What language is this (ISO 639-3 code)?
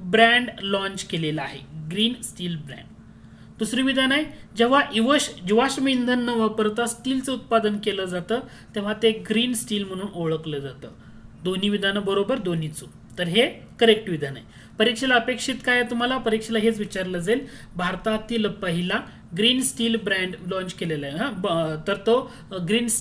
mar